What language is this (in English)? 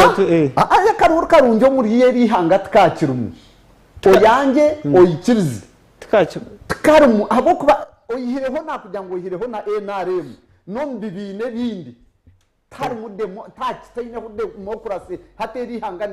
Nyankole